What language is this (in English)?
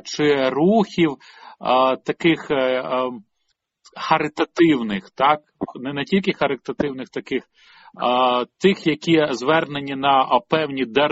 Ukrainian